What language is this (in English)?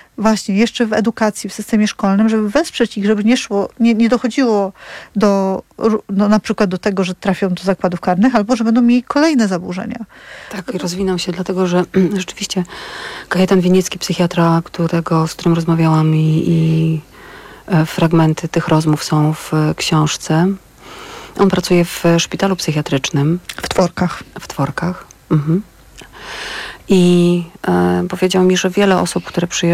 Polish